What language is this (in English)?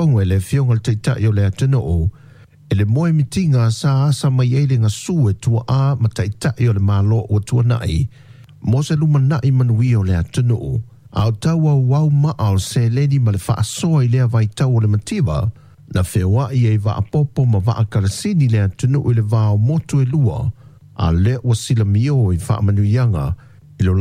Samoan